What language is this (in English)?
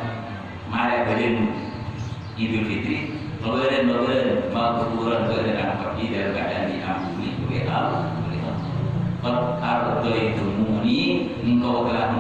Madurese